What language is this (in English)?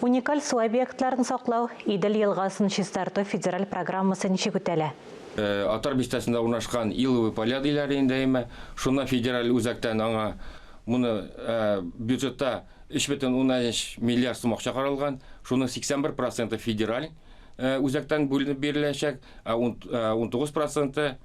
Tatar